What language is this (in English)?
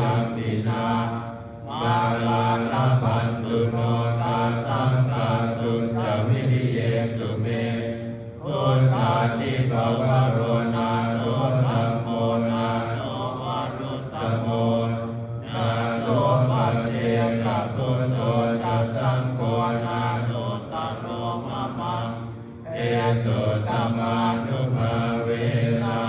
Pali